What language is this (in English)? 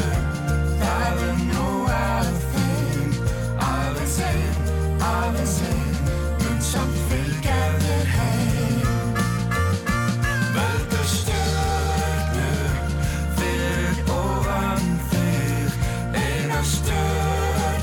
Icelandic